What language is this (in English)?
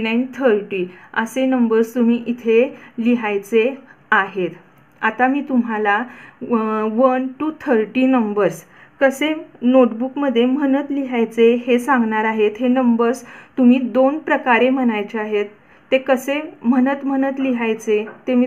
Marathi